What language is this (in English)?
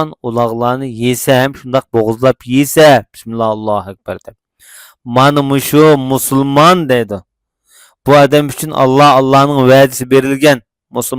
Uyghur